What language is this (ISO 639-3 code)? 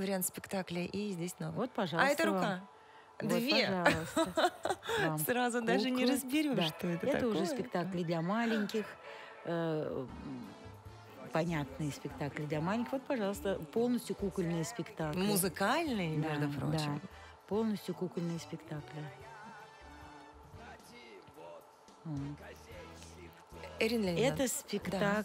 rus